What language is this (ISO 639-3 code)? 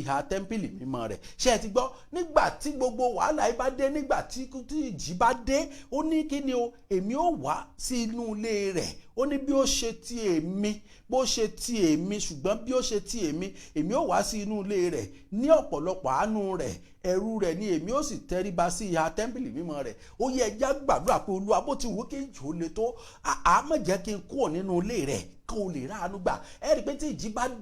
yor